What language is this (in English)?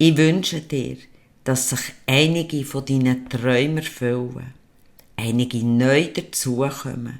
Swiss German